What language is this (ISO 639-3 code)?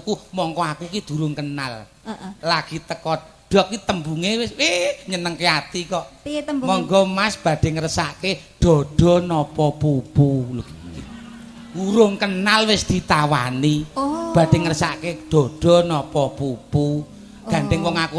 jav